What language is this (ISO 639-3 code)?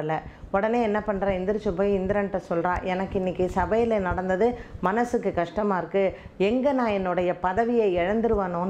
tam